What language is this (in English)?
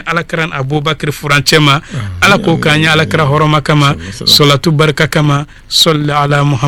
Bambara